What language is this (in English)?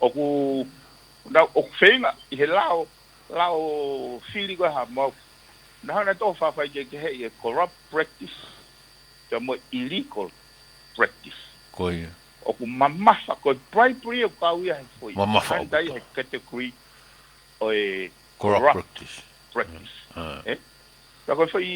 Tongan